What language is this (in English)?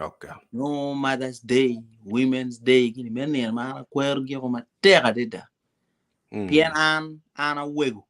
Acoli